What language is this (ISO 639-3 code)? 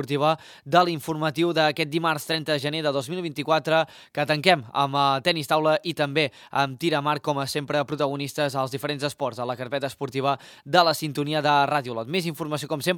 cat